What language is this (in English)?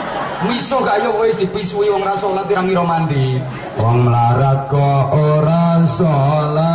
Javanese